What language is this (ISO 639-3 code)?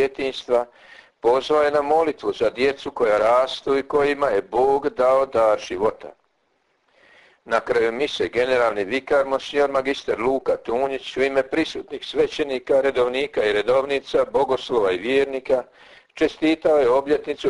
hrv